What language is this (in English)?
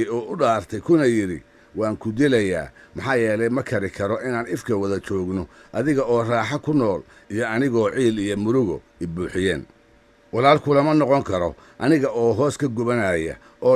Somali